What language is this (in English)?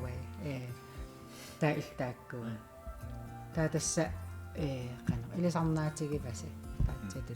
Kalaallisut